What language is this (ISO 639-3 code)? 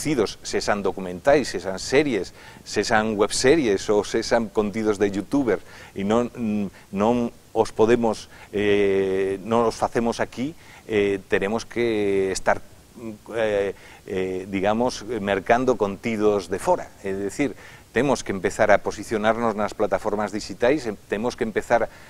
glg